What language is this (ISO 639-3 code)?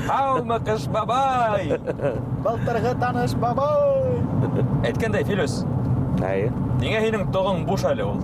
bak